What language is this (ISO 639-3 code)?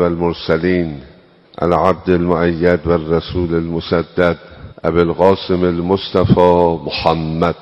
fas